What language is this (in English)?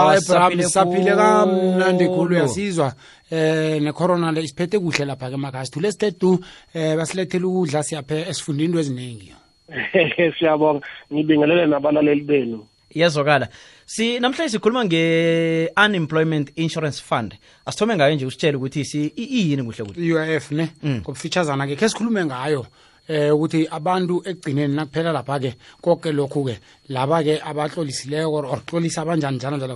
South Ndebele